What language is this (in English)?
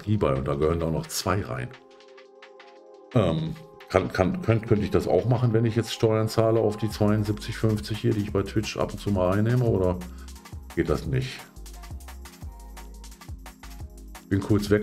German